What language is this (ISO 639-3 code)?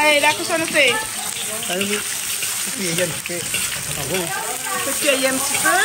rcf